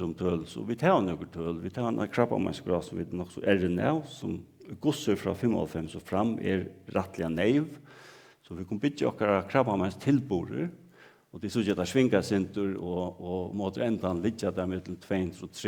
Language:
Faroese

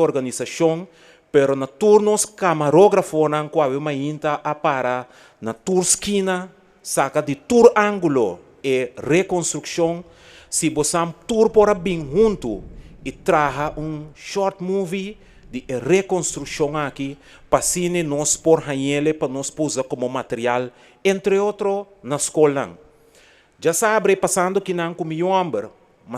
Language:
Papiamento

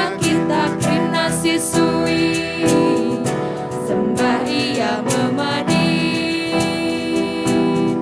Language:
Batak Karo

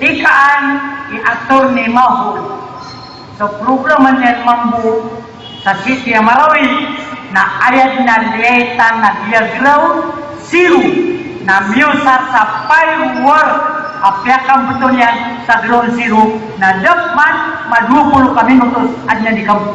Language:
Maranao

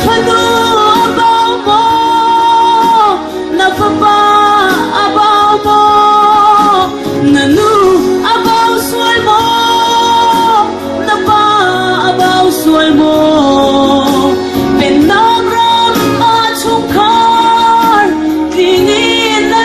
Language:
Hakha Chin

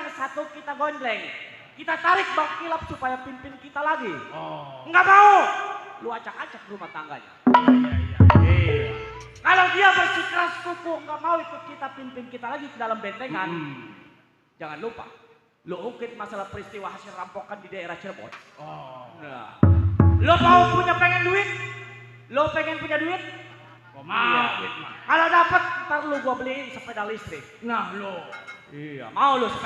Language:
Betawi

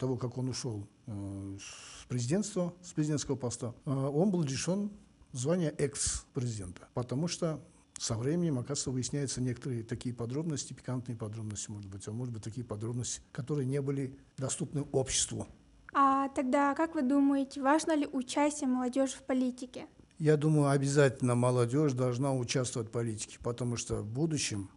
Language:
Russian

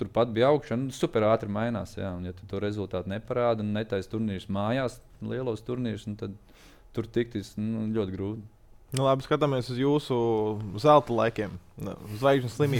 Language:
Latvian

